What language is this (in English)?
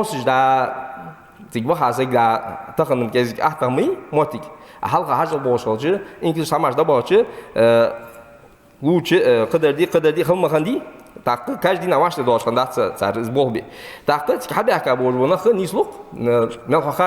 Ingush